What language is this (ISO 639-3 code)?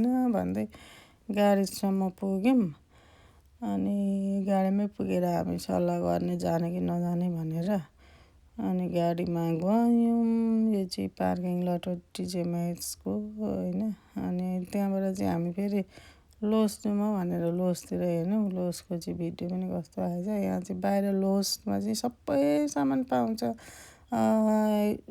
nep